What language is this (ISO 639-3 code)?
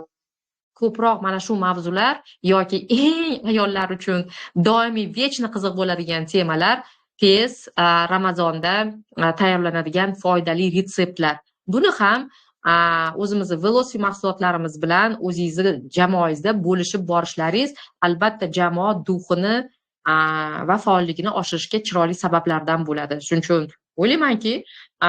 uzb